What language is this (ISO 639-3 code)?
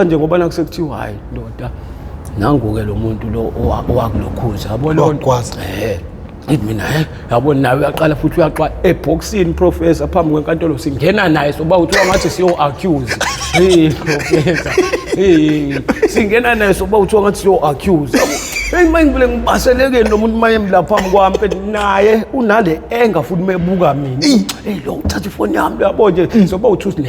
zul